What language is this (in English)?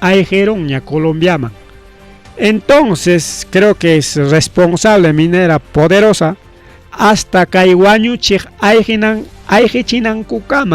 Ayacucho Quechua